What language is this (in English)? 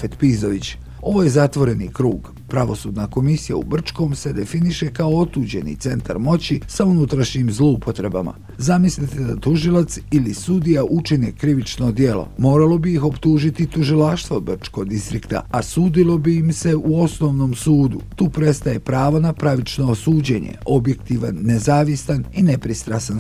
Bosnian